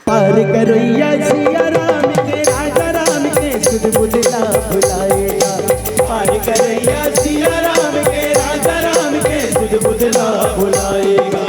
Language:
Chhattisgarhi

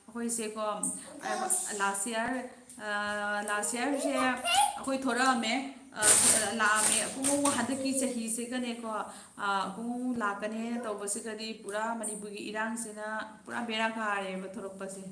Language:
Manipuri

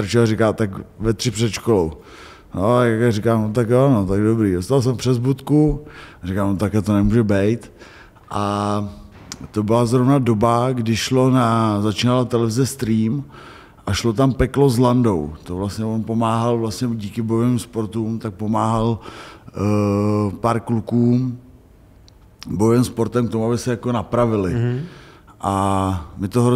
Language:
Czech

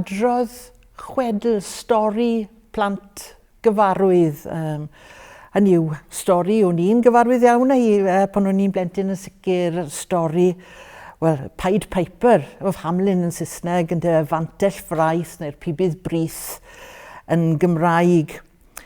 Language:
Welsh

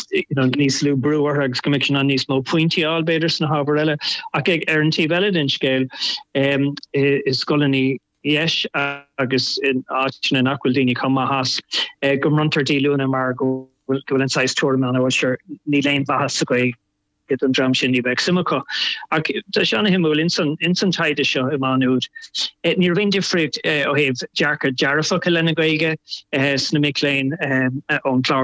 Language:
Irish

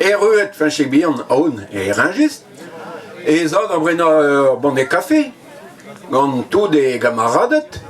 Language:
Breton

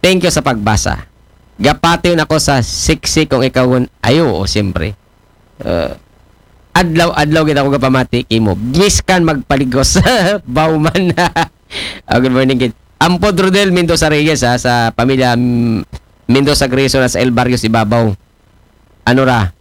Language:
Aklanon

